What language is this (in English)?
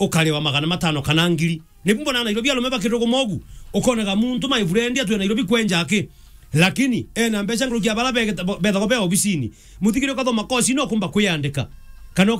Meru